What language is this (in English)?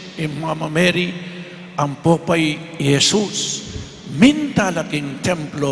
Pampanga